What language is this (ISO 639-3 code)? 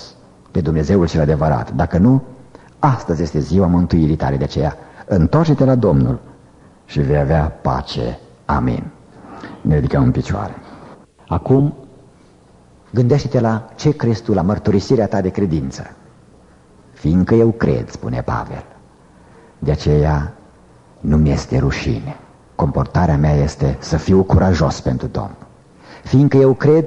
ron